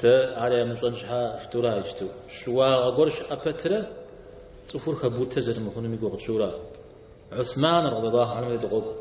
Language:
Kabardian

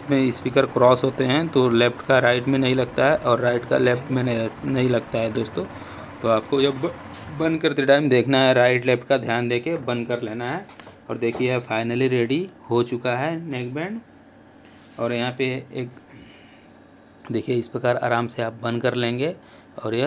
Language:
Hindi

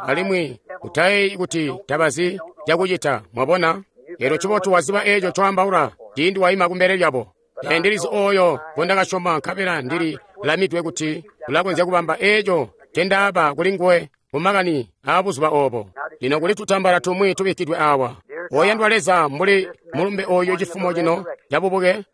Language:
Tonga (Zambia)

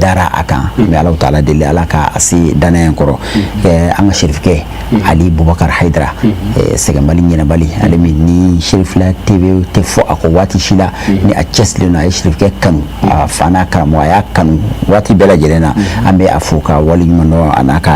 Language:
Bambara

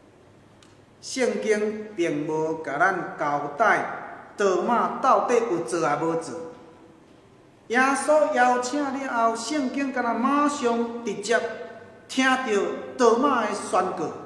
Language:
Min Nan Chinese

